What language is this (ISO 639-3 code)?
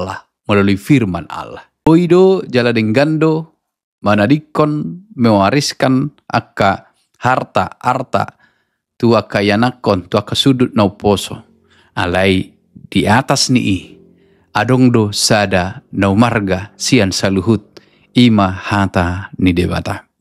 bbc